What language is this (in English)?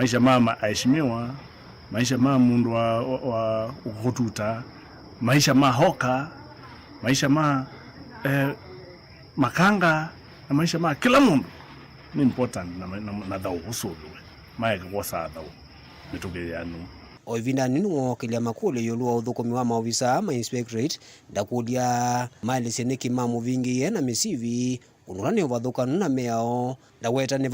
Kamba